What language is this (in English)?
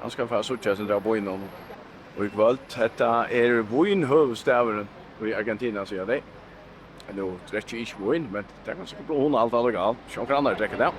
Faroese